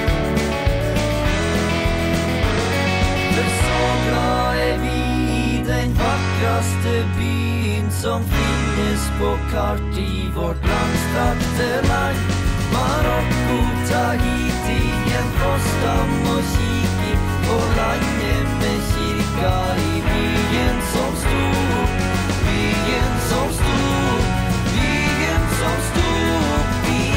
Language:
Norwegian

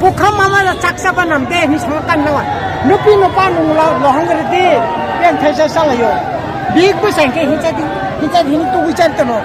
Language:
Kok Borok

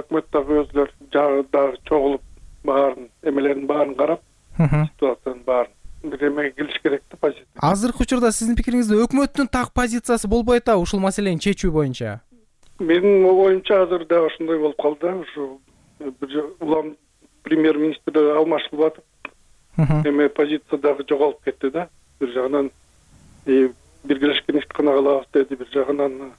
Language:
Kyrgyz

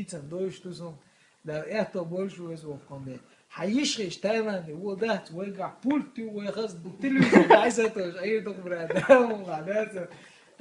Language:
Chechen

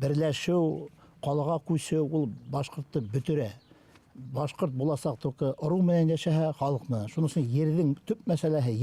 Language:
Bashkir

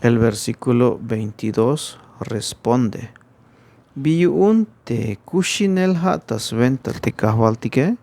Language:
Tzeltal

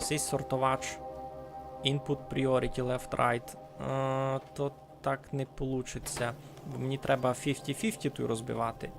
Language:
Rusyn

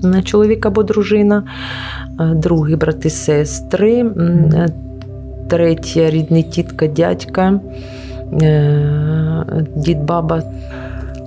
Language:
Ukrainian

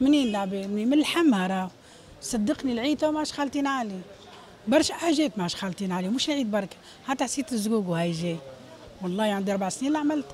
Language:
Tunisian Arabic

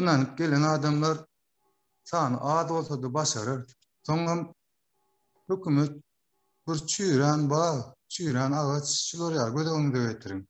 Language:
Turkmen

